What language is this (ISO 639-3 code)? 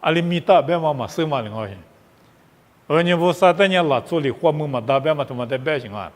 lis